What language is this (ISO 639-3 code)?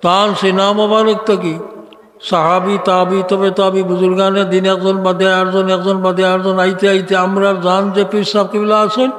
syl